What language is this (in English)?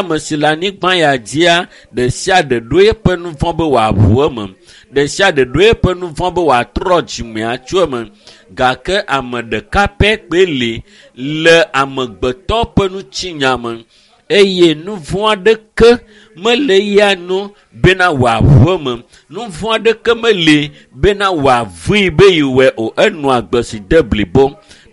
Ewe